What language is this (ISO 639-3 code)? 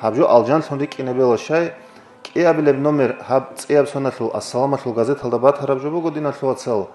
ava